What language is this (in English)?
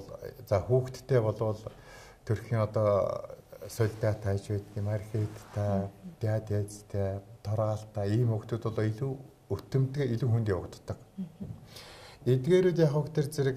Mongolian